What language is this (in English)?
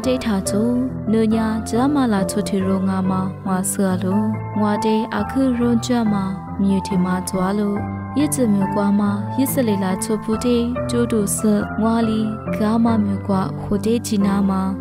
Lisu